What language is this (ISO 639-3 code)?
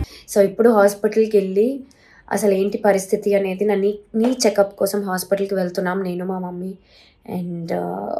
tel